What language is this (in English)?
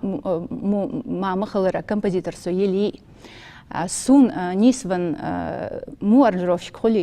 Ingush